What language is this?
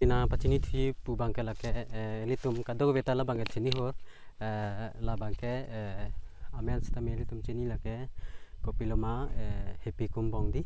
Karbi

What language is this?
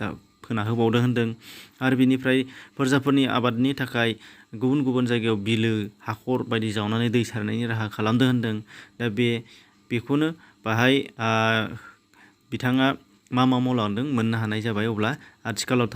Bodo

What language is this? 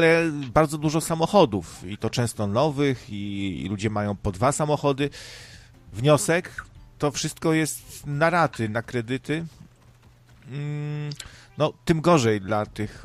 Polish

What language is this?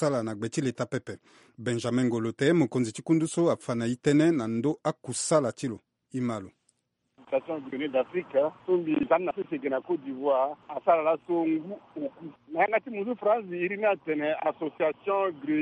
Sango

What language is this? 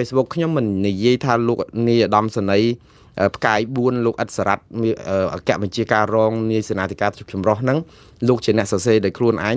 Khmer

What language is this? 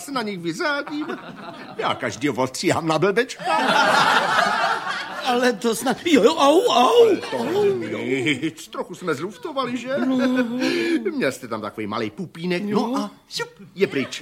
Czech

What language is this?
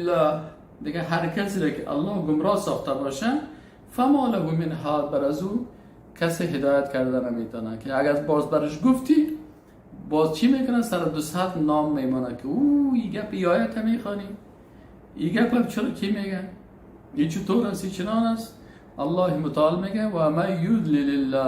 Persian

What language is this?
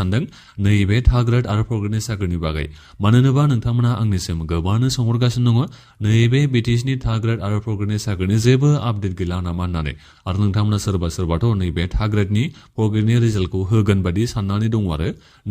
Bodo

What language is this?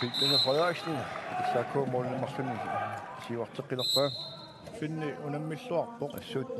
Kalaallisut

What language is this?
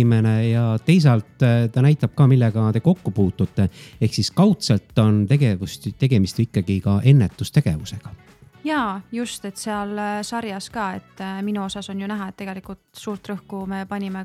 Estonian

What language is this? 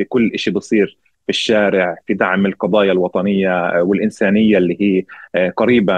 North Levantine Arabic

